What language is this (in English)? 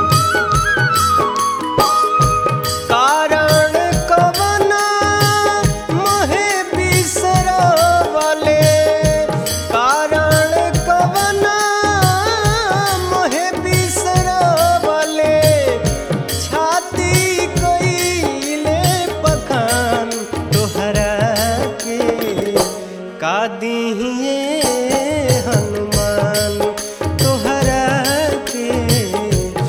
Bhojpuri